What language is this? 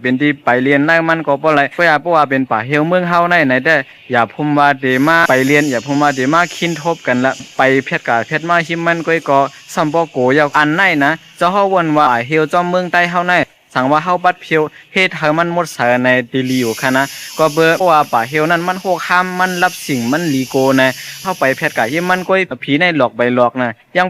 Shan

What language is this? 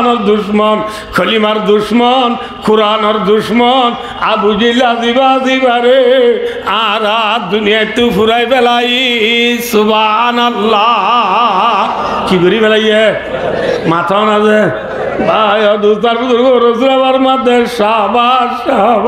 Rohingya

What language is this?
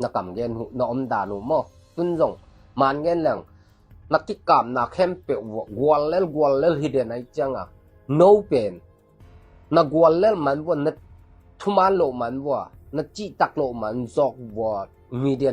Tedim Chin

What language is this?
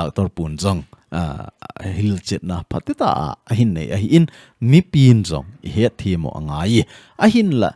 Thado Chin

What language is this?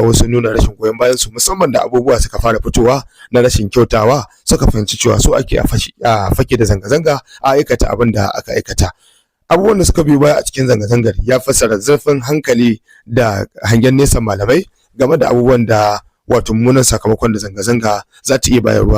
Hausa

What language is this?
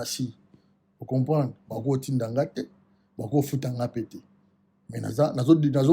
Lingala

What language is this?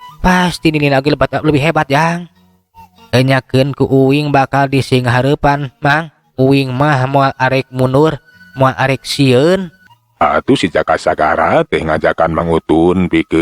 Sundanese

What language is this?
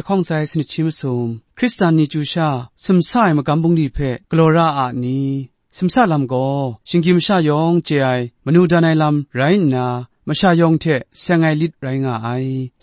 Kachin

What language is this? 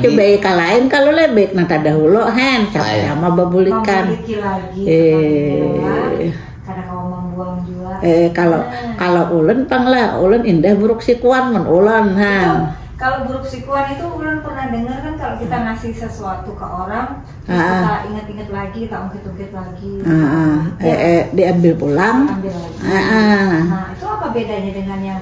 Banjar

